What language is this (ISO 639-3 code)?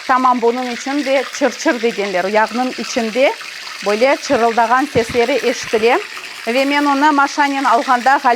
crh